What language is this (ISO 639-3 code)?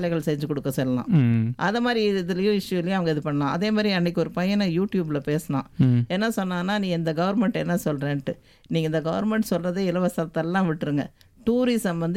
tam